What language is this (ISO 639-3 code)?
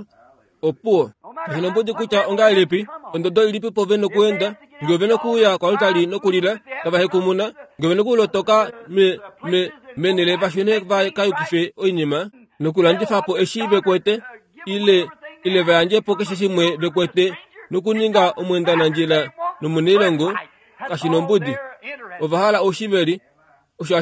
kua